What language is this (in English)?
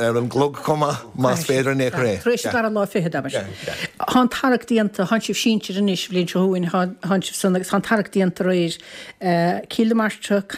Irish